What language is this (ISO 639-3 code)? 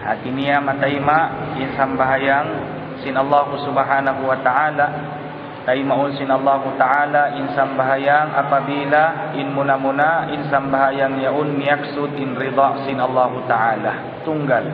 tsg